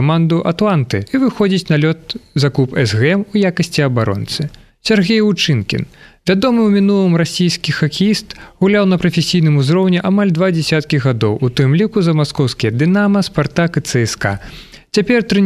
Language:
Belarusian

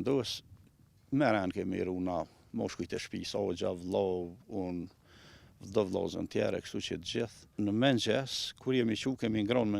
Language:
Albanian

